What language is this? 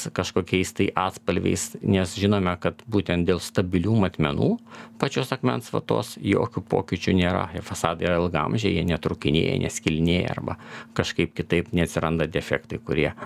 Lithuanian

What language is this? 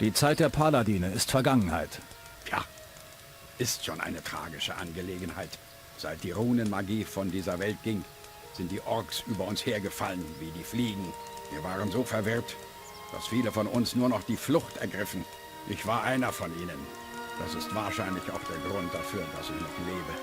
Bavarian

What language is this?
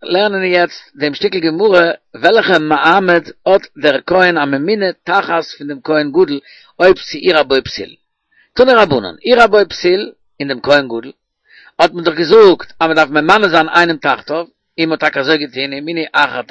Yiddish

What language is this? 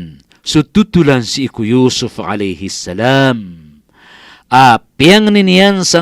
Maranao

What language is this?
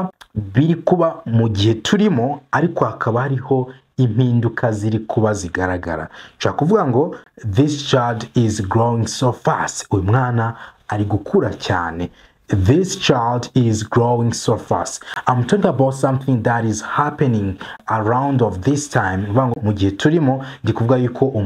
Kinyarwanda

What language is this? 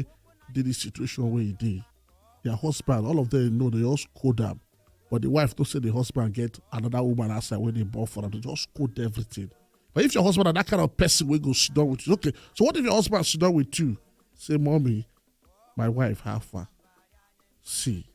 Nigerian Pidgin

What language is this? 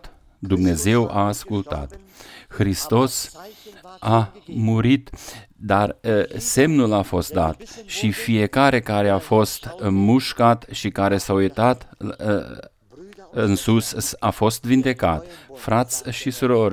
Romanian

